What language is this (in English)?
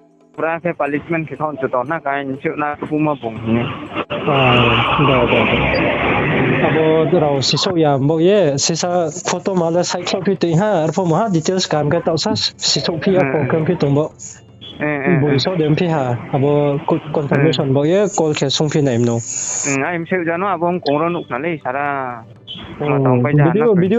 Riang (India)